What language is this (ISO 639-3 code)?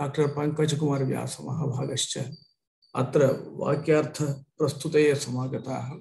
san